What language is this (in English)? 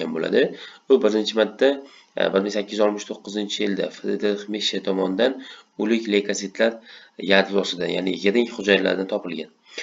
Uzbek